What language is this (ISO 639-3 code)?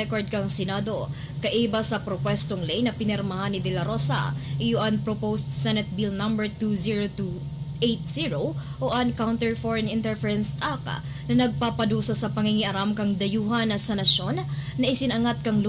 bik